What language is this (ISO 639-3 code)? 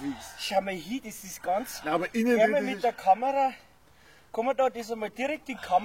bar